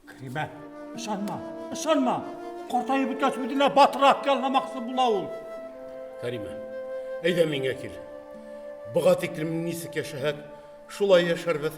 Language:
Bashkir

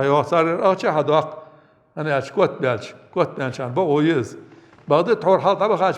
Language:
Ingush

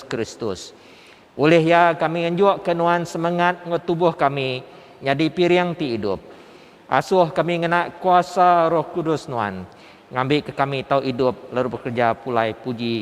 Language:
Iban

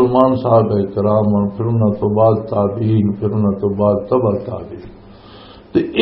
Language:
Western Panjabi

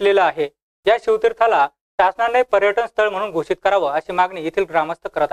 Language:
Marathi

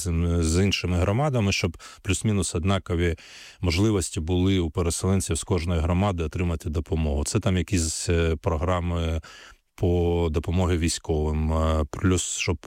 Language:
Ukrainian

